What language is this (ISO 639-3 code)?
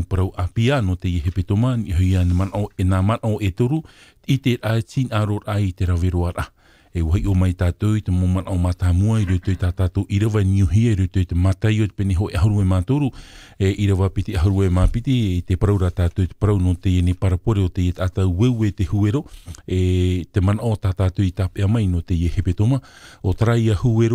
tah